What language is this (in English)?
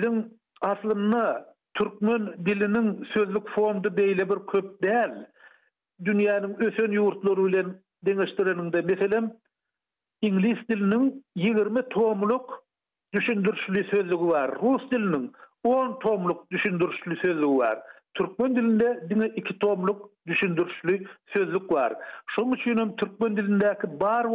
Turkmen